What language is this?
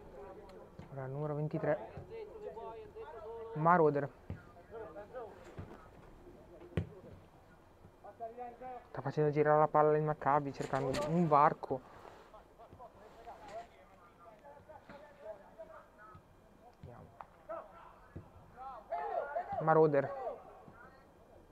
Italian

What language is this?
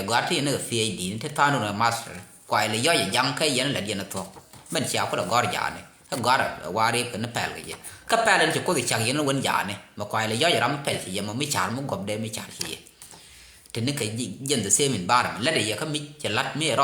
Nuer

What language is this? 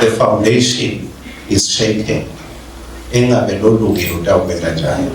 Swati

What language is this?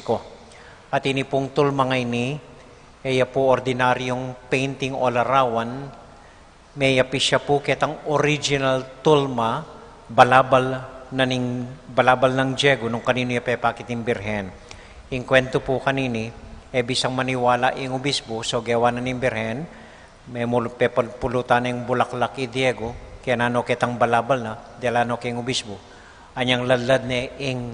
Pampanga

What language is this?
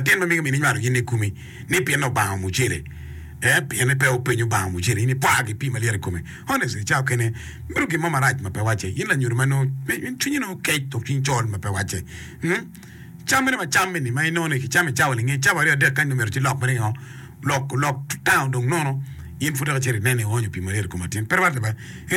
Acoli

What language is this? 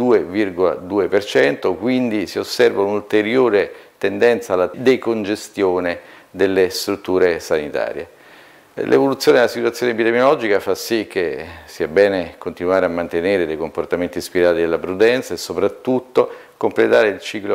Italian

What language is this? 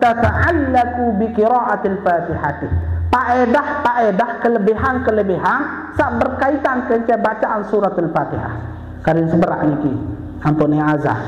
Sasak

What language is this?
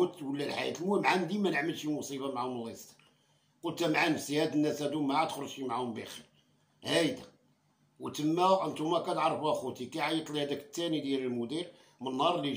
Moroccan Arabic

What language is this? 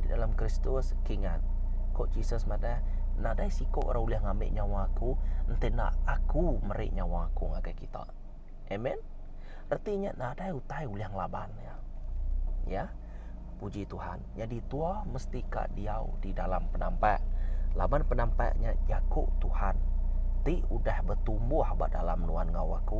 Iban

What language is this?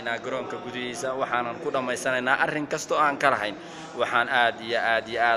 Somali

